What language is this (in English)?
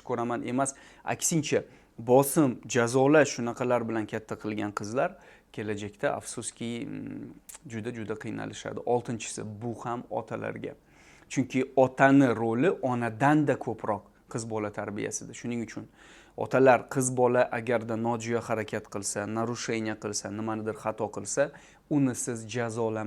Uzbek